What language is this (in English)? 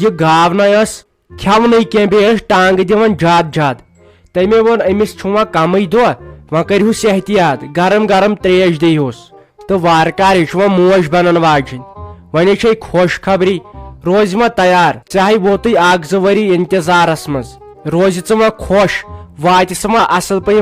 Kashmiri